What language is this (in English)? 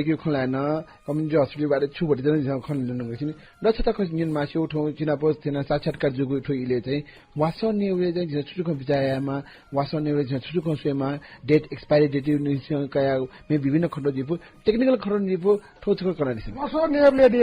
Newari